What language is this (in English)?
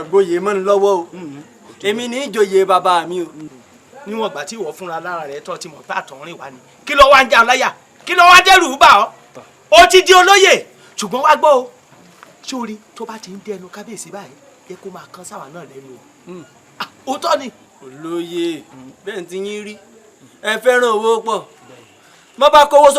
Yoruba